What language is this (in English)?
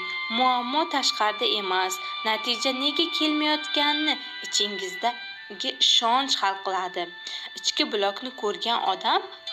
Uzbek